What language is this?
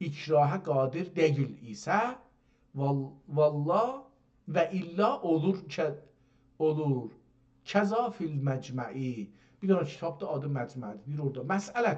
South Azerbaijani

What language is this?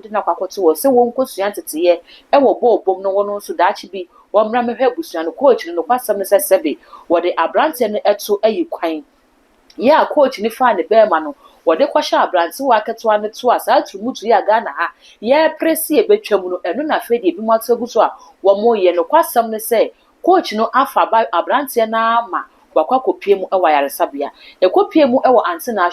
Akan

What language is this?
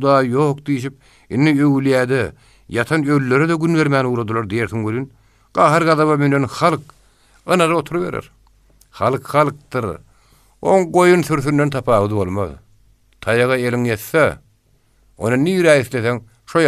Turkmen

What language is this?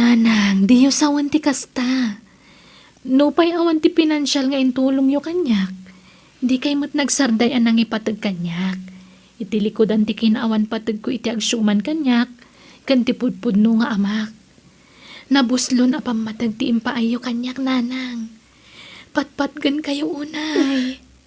Iloko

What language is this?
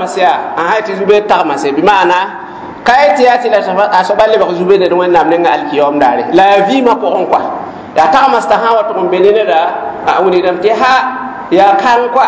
Mossi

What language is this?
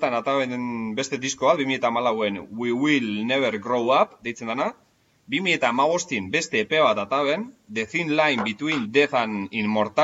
Basque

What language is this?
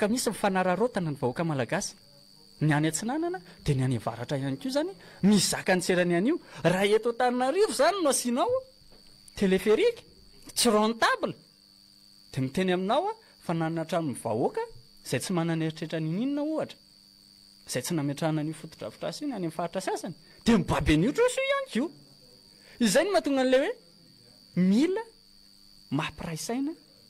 Malagasy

